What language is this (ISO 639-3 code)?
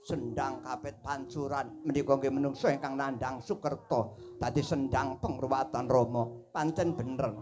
jav